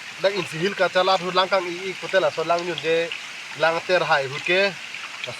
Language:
Karbi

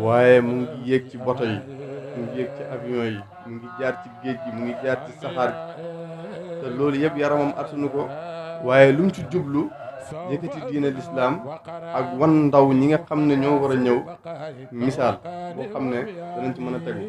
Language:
Wolof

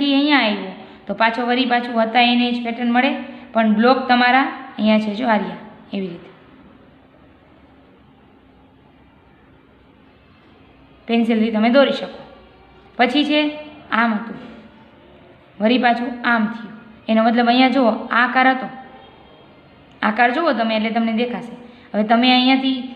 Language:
Gujarati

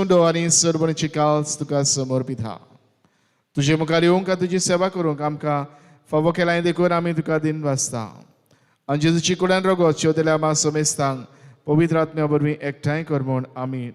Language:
Konkani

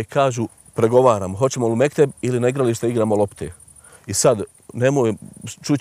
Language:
Bosnian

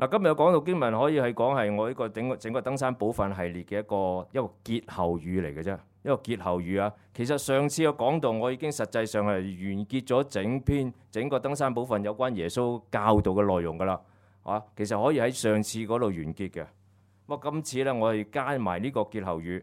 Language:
Cantonese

